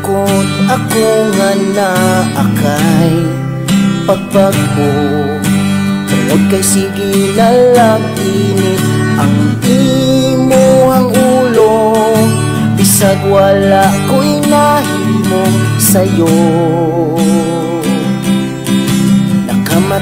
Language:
Cebuano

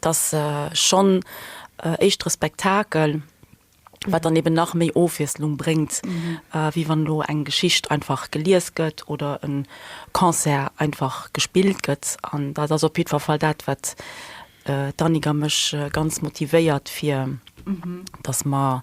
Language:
Luxembourgish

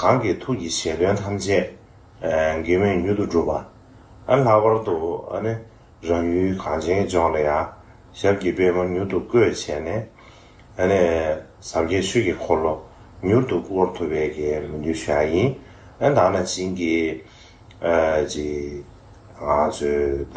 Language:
Tibetan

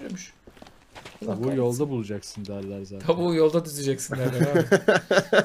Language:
Turkish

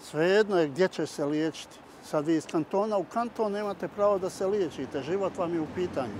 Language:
Bosnian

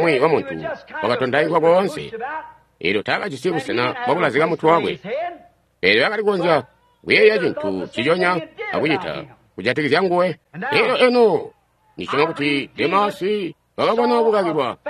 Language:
Tonga (Zambia)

